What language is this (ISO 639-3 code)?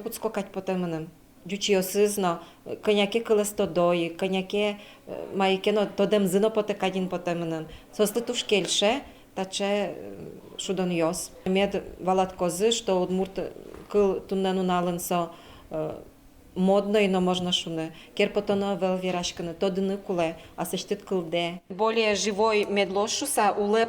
udm